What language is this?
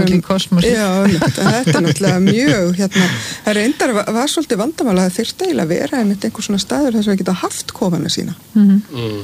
Icelandic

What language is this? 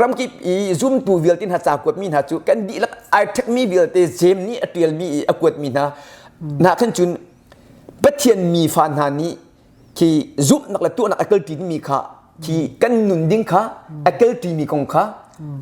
Hakha Chin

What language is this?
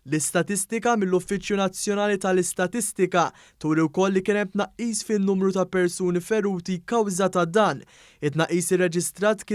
Maltese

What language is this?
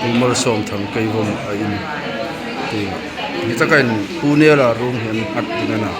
Hmar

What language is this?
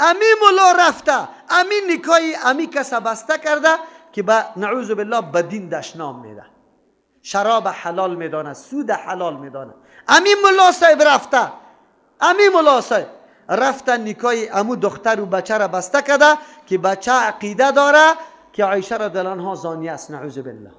Persian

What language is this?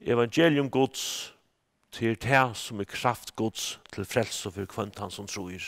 Faroese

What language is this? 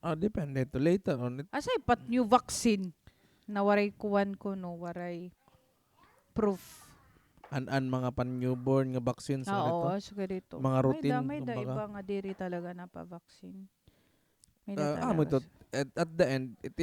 Waray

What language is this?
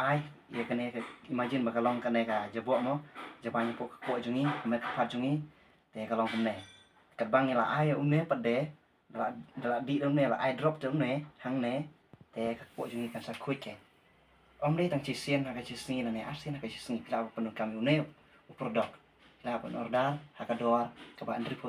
Khasi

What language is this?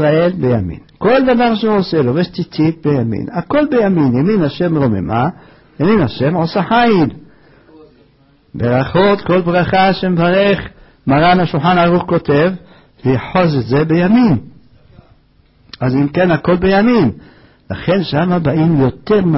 Hebrew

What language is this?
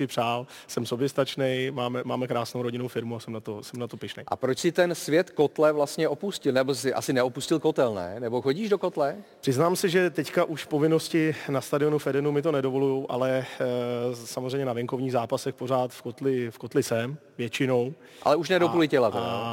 Czech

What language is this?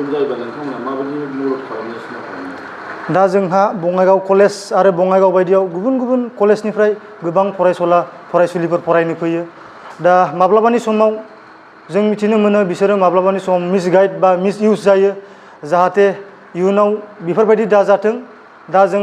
Bodo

